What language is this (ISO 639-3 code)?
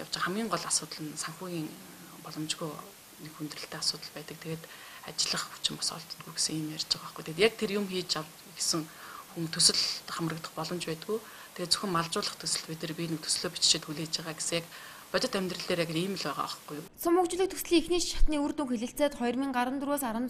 mon